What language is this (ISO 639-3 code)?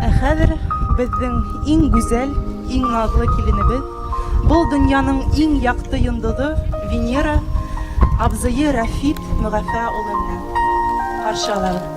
bak